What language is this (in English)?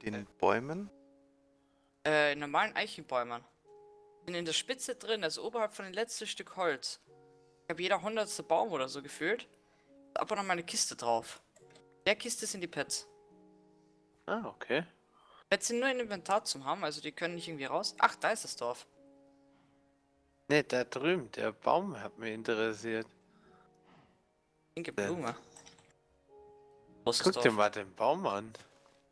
German